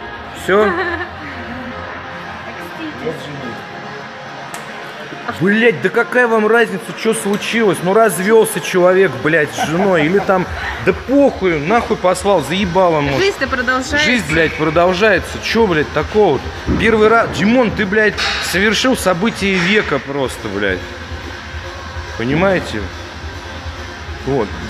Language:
Russian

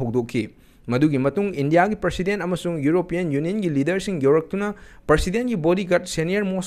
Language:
Manipuri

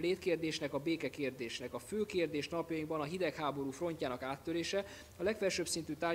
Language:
Hungarian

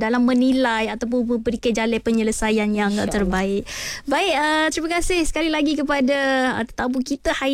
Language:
Malay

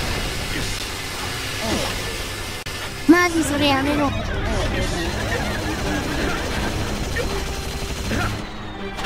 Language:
Japanese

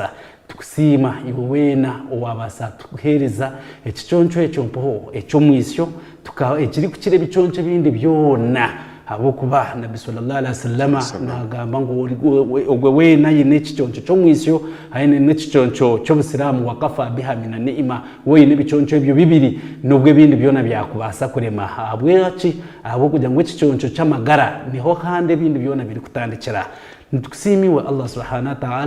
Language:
Nyankole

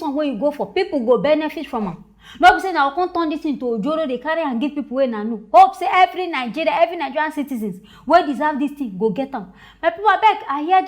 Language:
Nigerian Pidgin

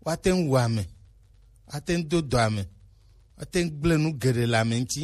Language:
Gen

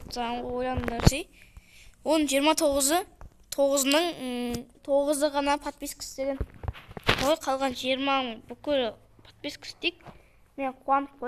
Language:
Kazakh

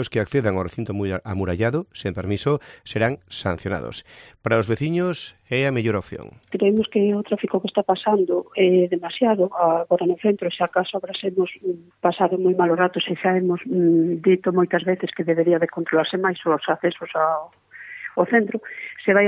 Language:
Galician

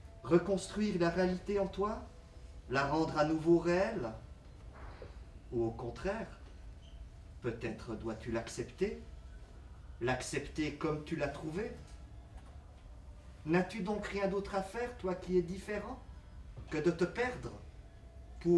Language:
French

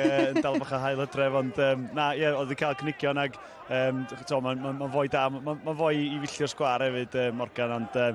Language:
Welsh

